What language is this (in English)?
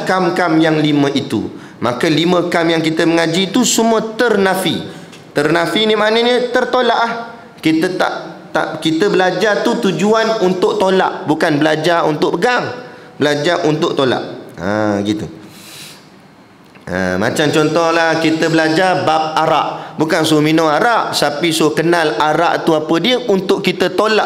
Malay